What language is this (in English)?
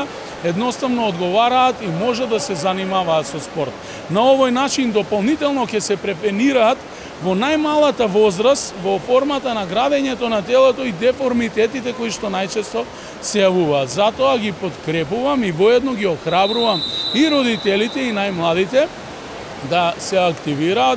Macedonian